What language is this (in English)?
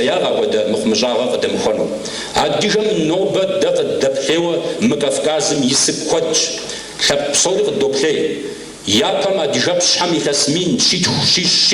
Kabardian